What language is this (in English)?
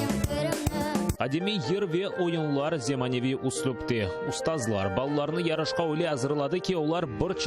Crimean Tatar